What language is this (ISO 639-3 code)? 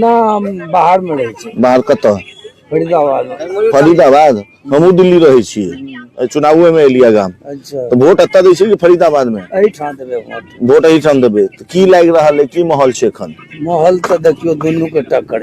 mai